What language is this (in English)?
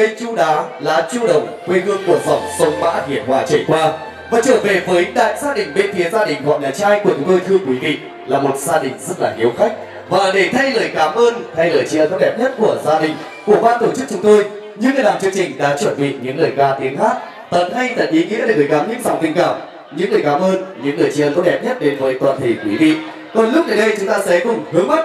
Vietnamese